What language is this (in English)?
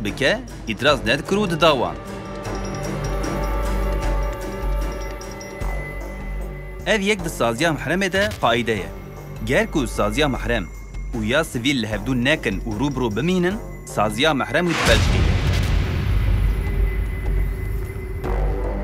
Kurdish